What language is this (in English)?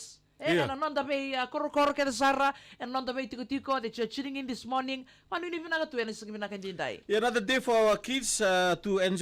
Fijian